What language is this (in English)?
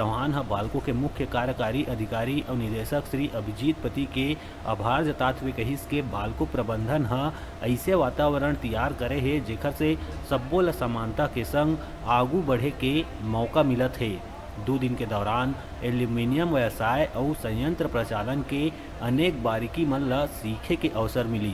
Chhattisgarhi